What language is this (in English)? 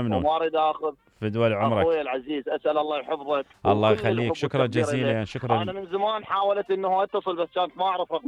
Mesopotamian Arabic